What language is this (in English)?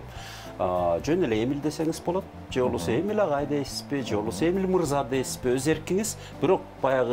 Kyrgyz